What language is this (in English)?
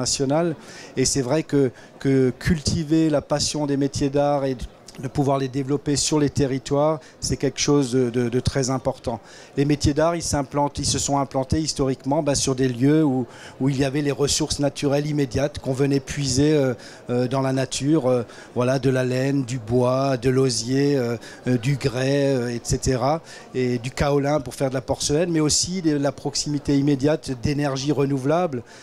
French